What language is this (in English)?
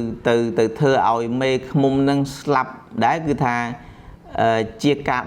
Khmer